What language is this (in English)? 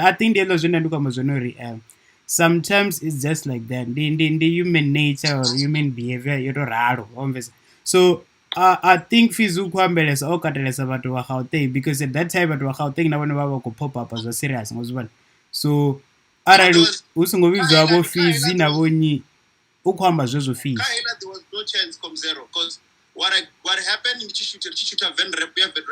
Venda